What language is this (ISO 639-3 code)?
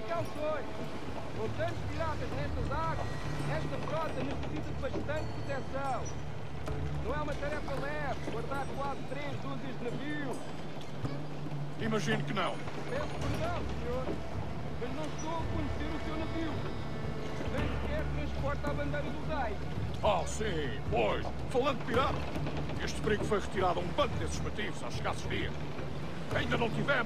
por